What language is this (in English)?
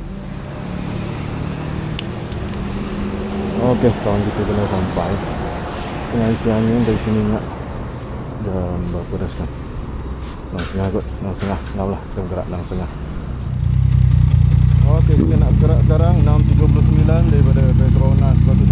Malay